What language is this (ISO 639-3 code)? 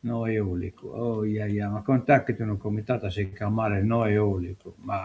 srd